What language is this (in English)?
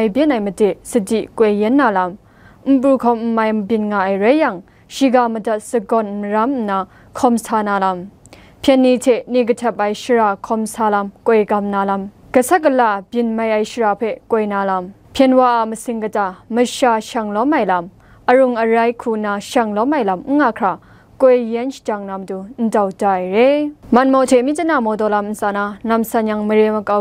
Kachin